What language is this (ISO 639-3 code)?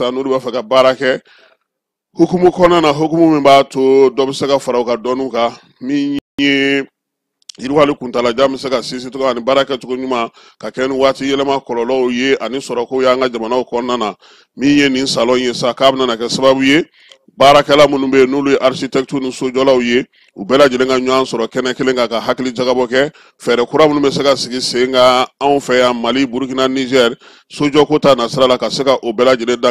bam